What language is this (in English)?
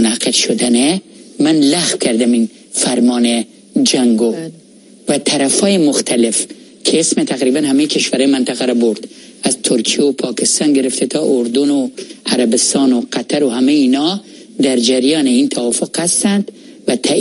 Persian